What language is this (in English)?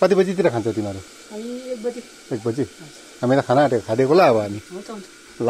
Nepali